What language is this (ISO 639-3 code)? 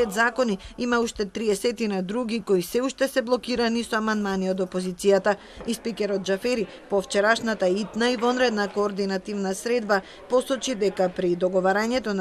mkd